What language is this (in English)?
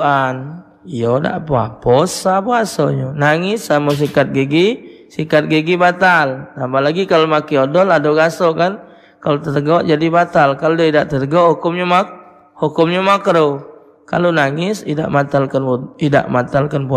Musi